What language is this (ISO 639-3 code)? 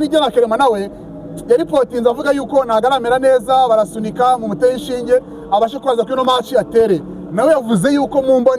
kin